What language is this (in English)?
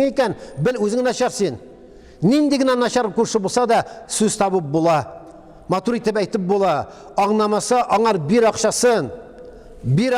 Tatar